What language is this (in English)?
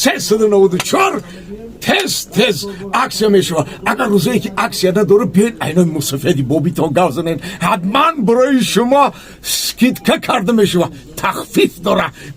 Tajik